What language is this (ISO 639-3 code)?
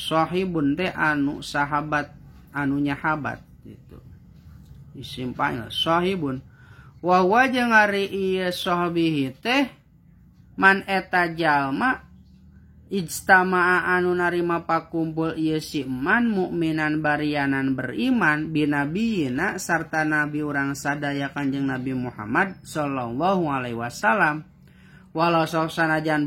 sun